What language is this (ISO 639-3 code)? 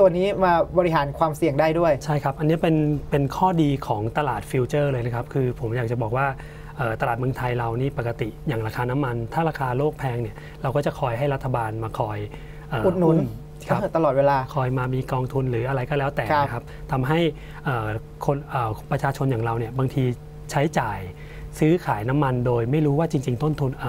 tha